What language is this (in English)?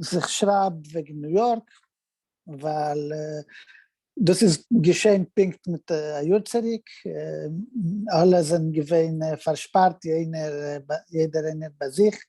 Yiddish